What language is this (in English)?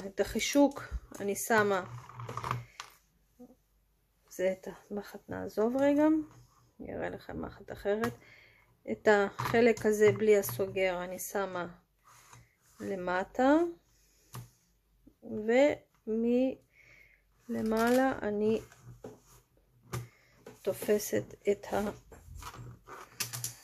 Hebrew